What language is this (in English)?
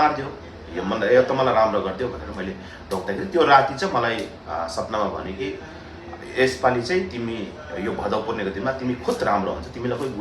Nepali